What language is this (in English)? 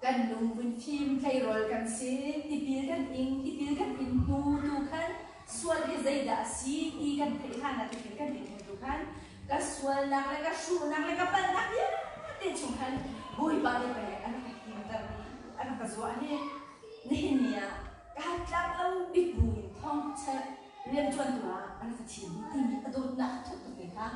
Hakha Chin